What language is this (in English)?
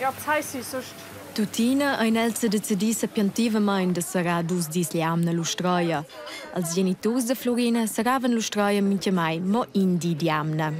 Romansh